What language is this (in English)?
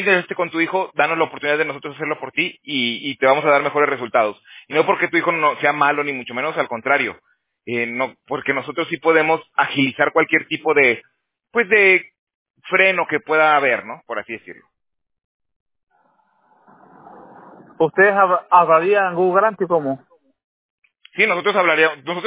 Spanish